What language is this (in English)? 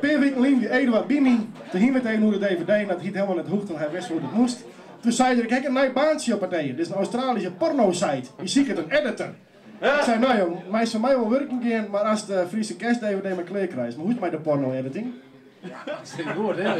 Western Frisian